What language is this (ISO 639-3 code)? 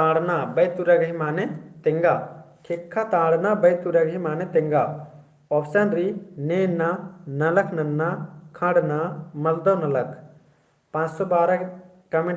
kru